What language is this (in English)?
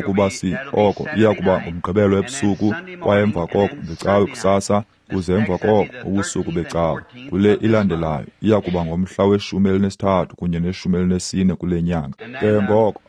Xhosa